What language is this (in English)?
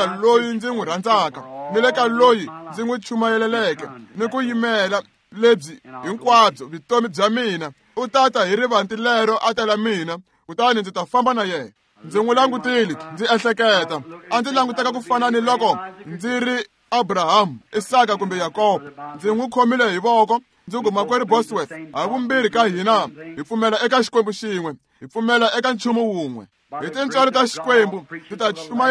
Tsonga